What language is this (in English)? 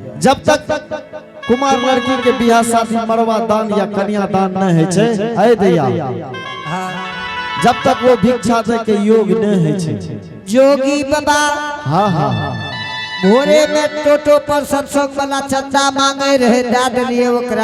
Angika